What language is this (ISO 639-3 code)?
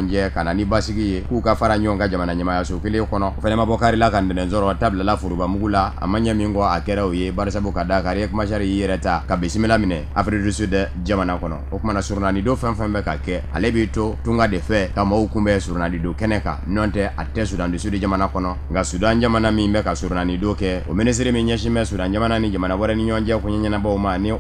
bam